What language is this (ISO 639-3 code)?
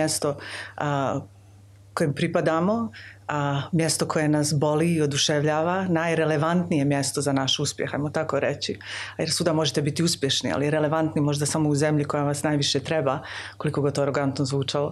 hrv